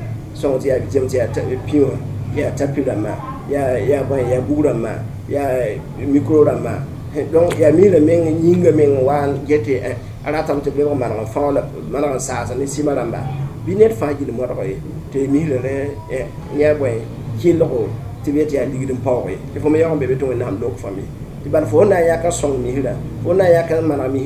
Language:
Mossi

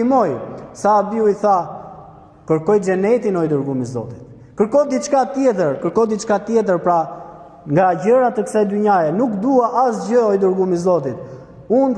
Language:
Albanian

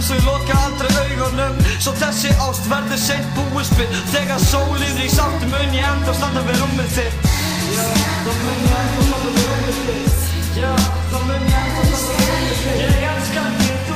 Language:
Icelandic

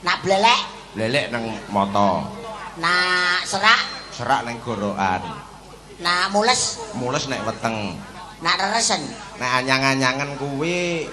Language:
Javanese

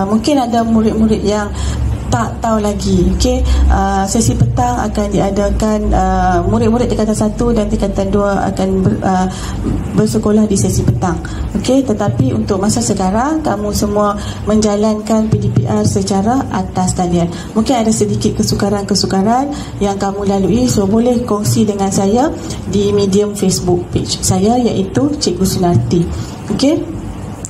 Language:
Malay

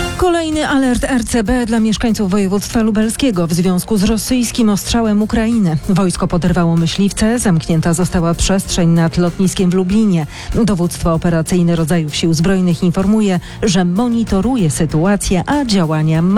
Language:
Polish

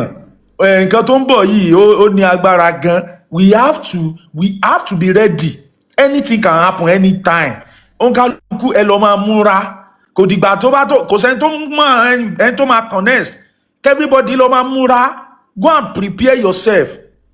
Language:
Yoruba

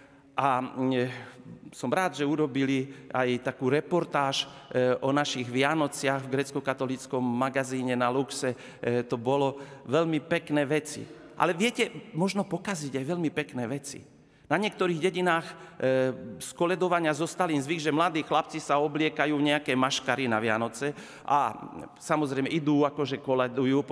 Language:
Slovak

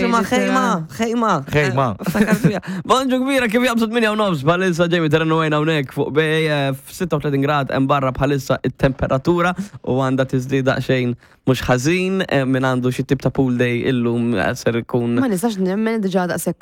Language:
Maltese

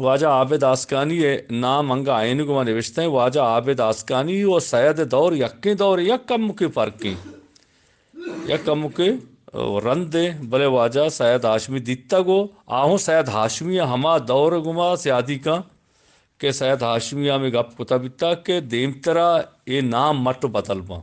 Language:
Eastern Balochi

